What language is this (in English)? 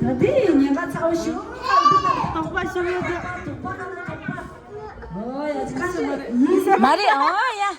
Tibetan